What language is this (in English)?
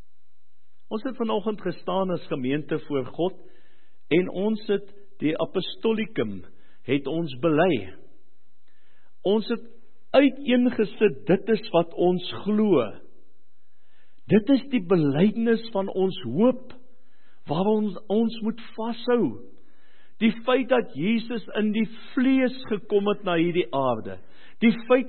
Afrikaans